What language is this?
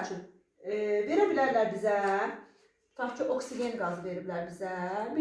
Azerbaijani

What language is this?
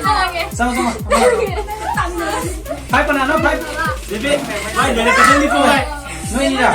Manipuri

